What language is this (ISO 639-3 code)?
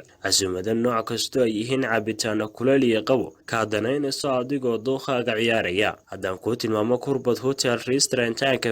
som